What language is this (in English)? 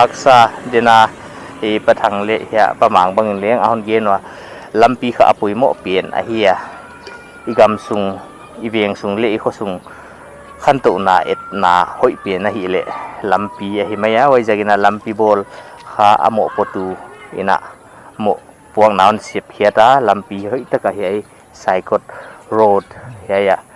Paite Chin